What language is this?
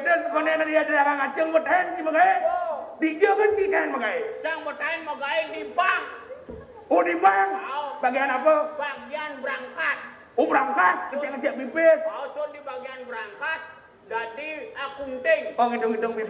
Balinese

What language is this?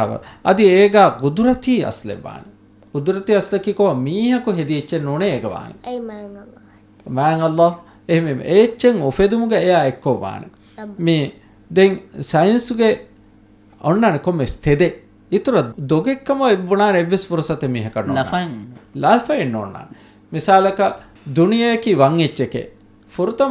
Divehi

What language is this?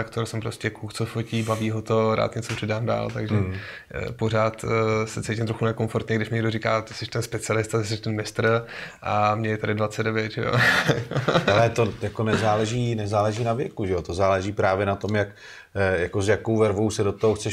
Czech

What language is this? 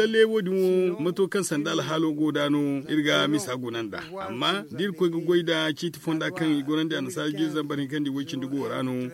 Zarma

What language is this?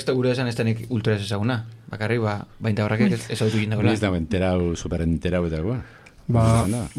Basque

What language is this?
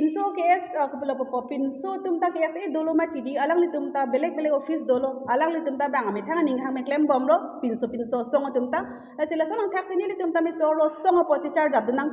Karbi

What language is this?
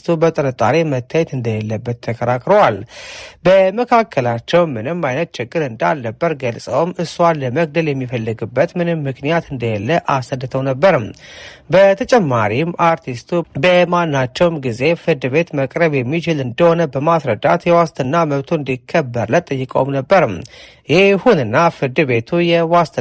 Amharic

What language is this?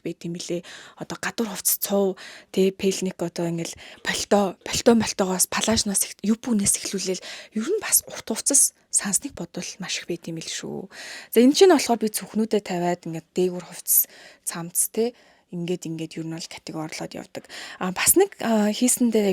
Mongolian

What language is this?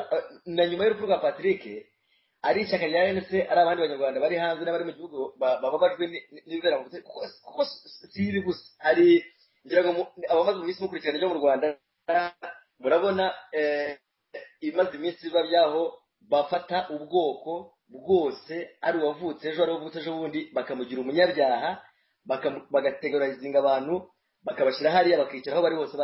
Kinyarwanda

